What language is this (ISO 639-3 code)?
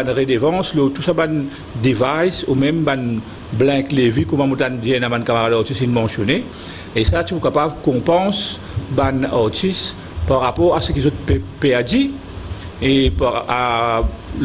mfe